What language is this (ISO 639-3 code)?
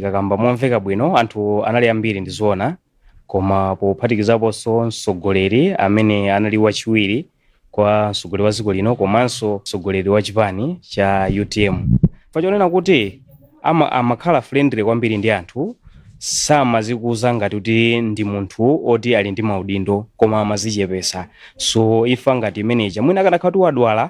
nya